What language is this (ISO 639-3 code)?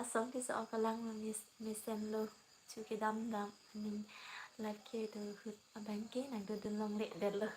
mjw